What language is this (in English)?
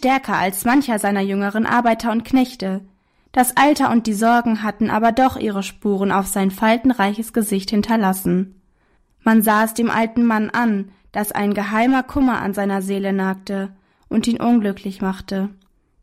German